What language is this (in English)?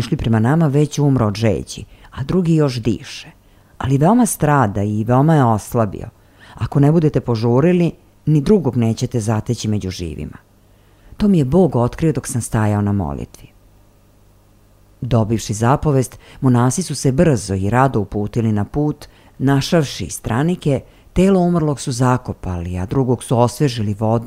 Serbian